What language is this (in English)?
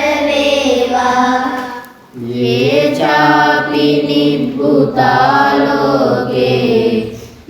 Sinhala